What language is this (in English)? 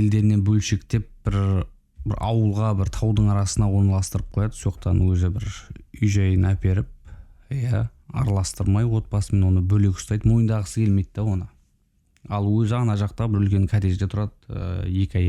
Kazakh